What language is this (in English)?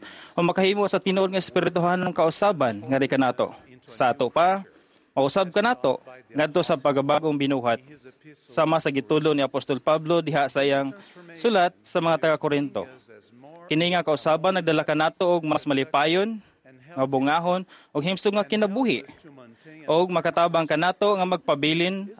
Cebuano